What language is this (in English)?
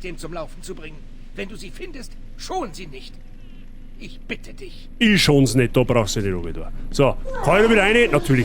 Bavarian